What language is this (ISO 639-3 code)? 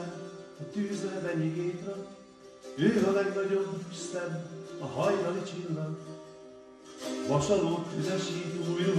hun